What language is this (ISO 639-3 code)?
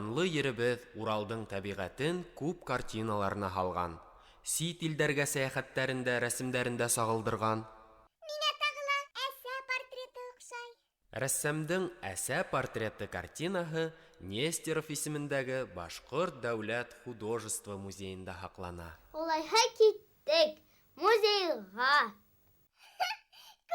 bak